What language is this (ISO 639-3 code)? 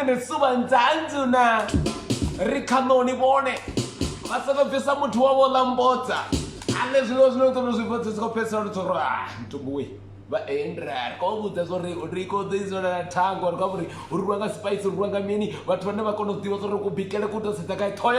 ven